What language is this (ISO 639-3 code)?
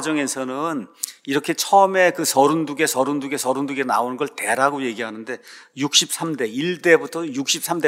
kor